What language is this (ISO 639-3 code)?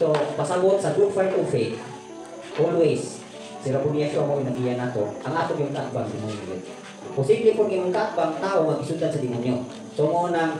ceb